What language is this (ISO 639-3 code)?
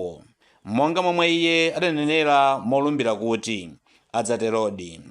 nya